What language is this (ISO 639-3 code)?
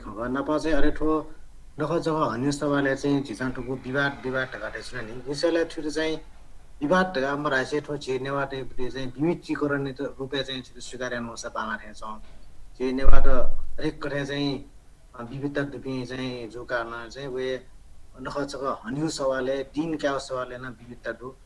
new